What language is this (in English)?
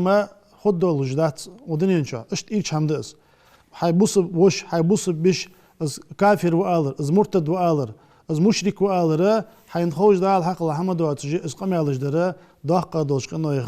Ingush